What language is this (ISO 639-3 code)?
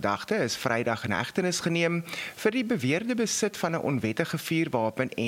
afr